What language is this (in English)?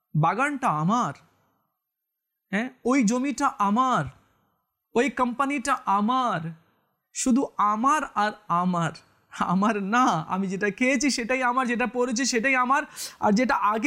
Bangla